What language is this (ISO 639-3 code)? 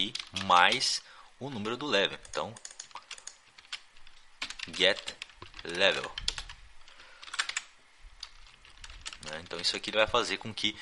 por